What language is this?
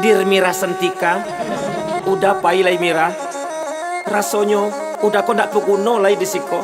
Minangkabau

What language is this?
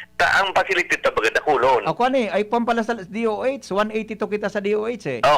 Bikol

